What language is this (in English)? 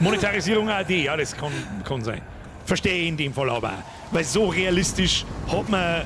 Bavarian